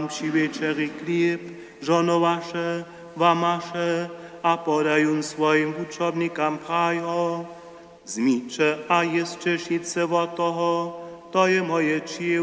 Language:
Upper Sorbian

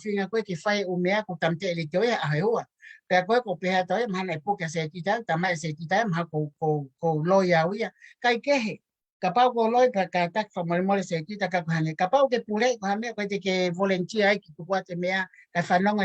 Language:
Tongan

